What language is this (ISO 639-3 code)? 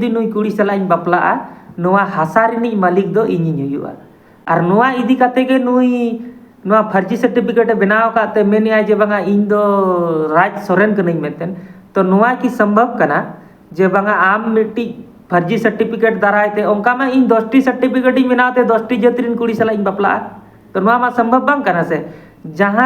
sat